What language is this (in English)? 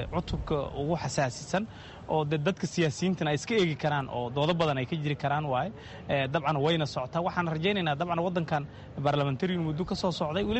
Somali